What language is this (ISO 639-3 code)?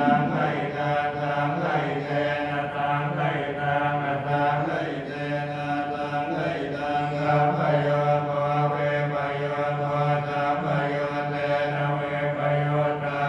pli